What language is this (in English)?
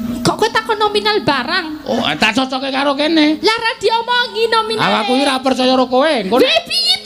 Javanese